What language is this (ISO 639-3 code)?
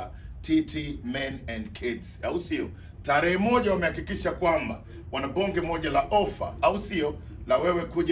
swa